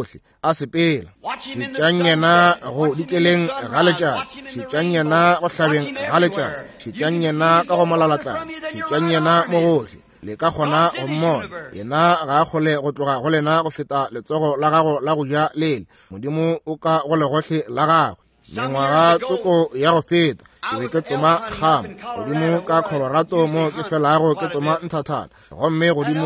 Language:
Northern Sotho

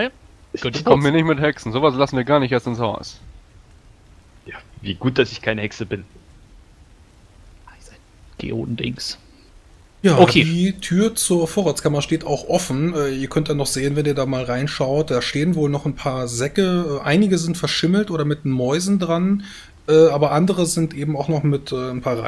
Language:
German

